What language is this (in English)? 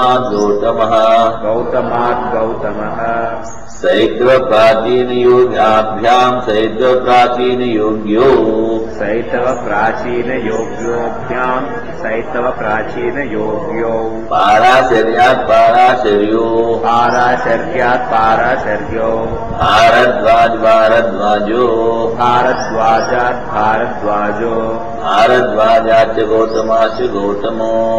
Sanskrit